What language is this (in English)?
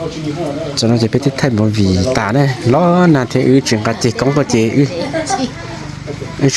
Hmong